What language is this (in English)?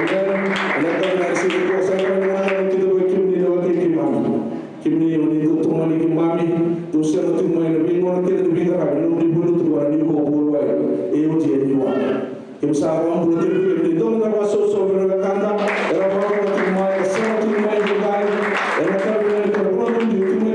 Fijian